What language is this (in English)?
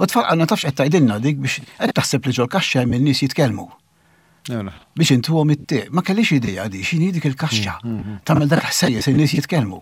Maltese